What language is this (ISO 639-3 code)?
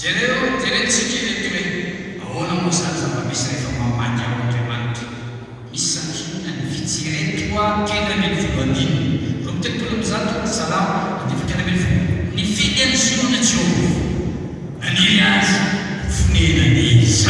mlg